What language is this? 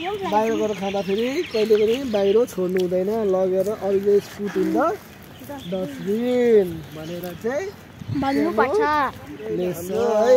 Nepali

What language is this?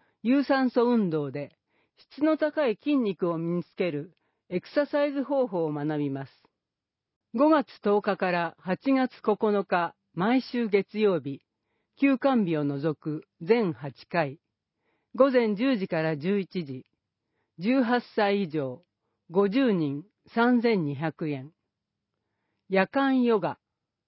Japanese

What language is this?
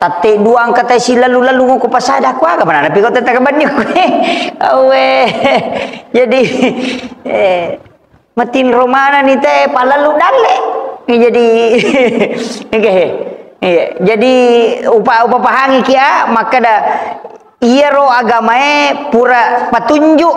Buginese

